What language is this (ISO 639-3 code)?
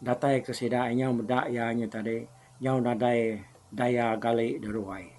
iba